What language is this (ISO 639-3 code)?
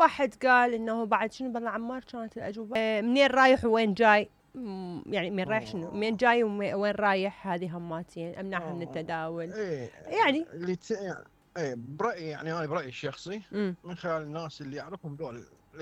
acm